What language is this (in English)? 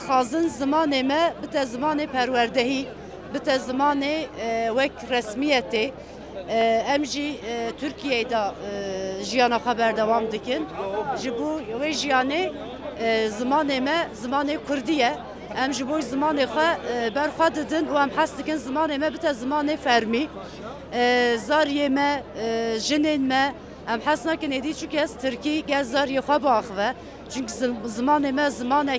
Kurdish